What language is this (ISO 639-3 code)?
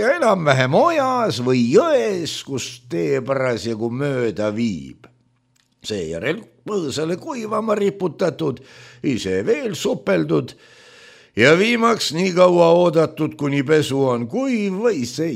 est